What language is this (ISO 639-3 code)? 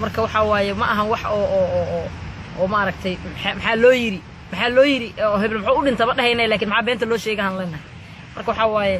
som